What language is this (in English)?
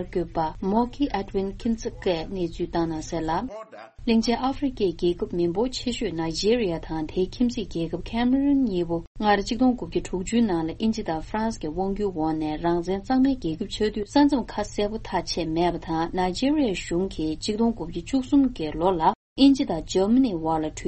Tibetan